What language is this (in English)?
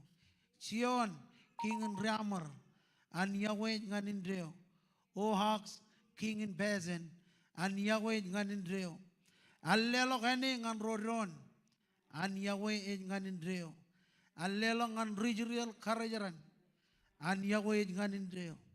Marshallese